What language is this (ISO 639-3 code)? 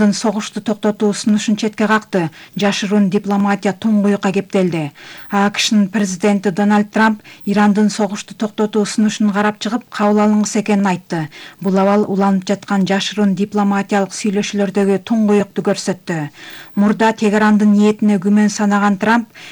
kir